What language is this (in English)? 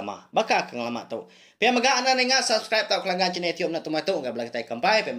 Iban